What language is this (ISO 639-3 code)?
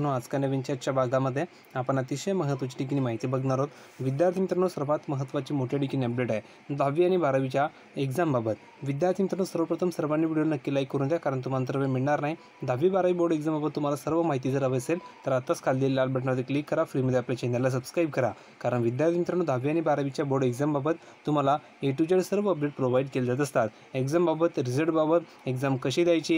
mar